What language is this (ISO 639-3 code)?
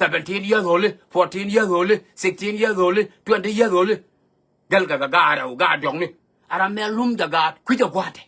nus